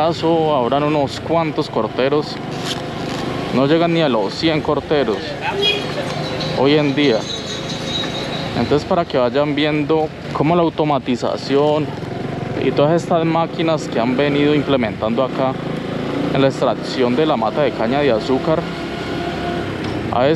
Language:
Spanish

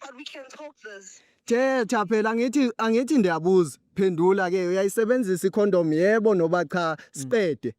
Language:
Zulu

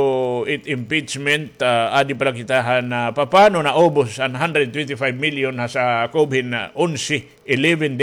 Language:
Waray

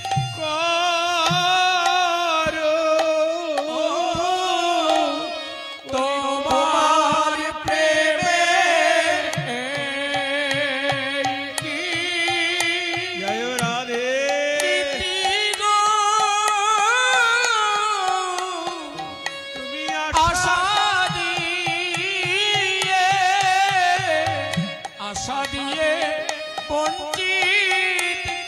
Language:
Bangla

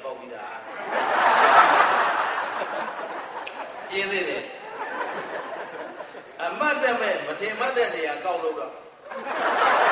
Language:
Burmese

